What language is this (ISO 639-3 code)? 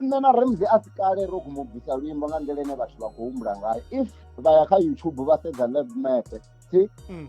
ven